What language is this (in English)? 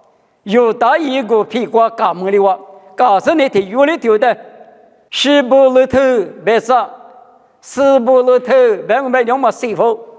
Lisu